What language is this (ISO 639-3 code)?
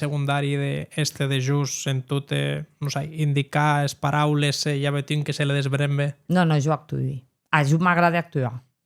oci